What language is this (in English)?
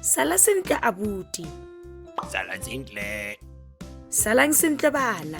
Tswana